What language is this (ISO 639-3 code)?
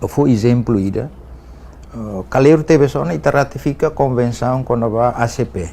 tet